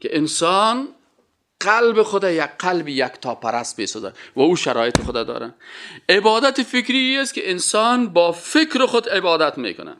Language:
Persian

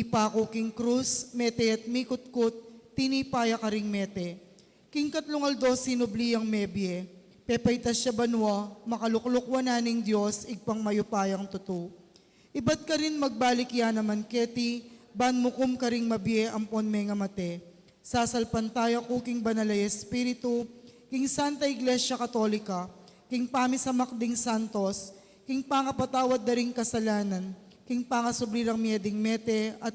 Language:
Pampanga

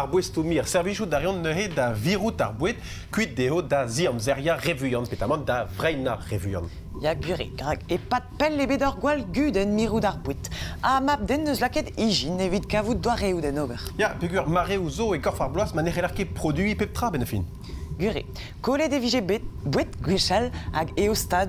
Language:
Breton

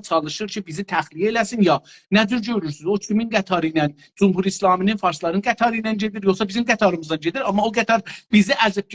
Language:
South Azerbaijani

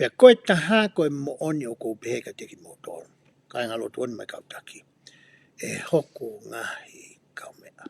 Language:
Tongan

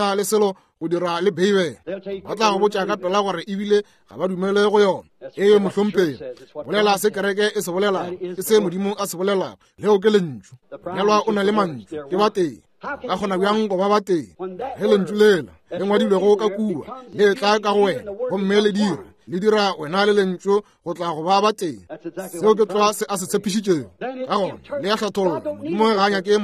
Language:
Northern Sotho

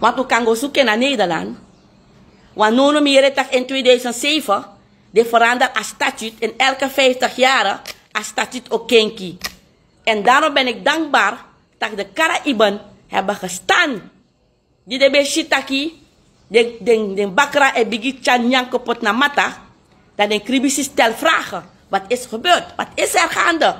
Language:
Sranan Tongo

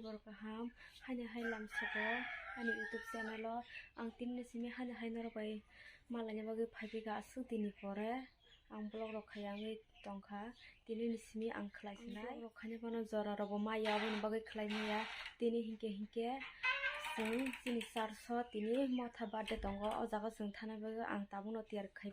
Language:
Kok Borok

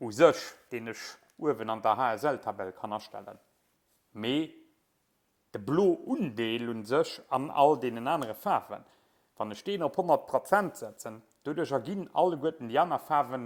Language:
Luxembourgish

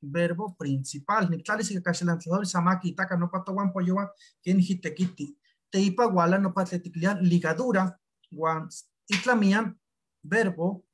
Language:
Eastern Huasteca Nahuatl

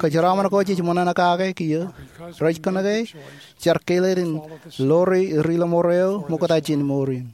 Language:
Marshallese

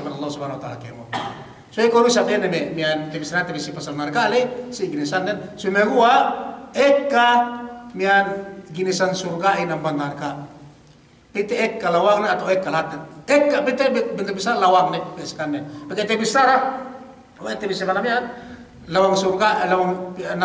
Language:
Yakan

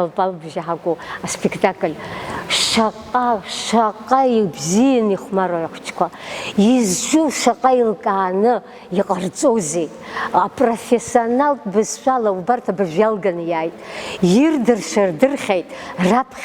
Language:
Abkhazian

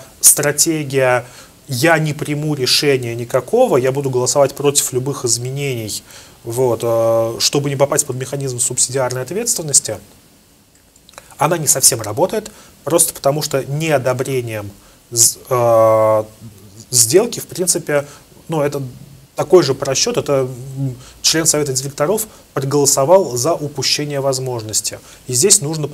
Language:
Russian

